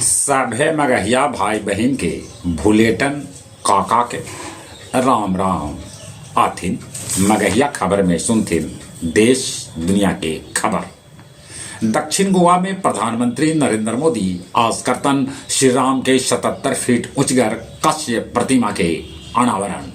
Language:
Magahi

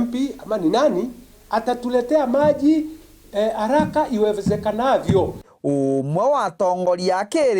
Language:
Meru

